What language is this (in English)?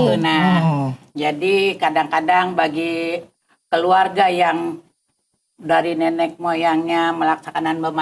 Banjar